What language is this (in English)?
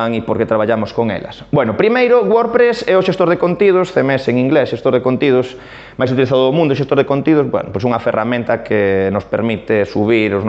Galician